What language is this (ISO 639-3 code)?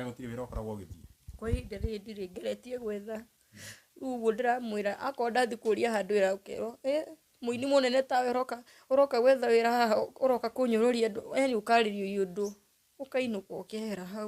kik